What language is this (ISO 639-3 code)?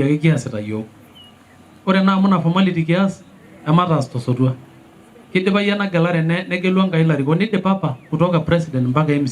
mas